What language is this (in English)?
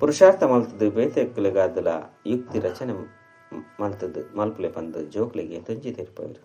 Tulu